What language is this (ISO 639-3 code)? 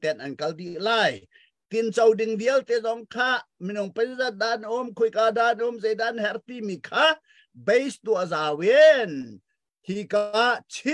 cnh